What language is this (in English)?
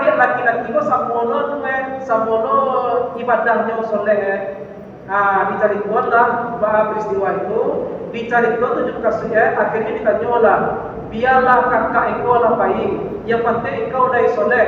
Minangkabau